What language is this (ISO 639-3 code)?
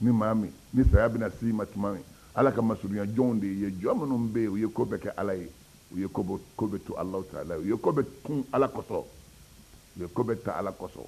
bam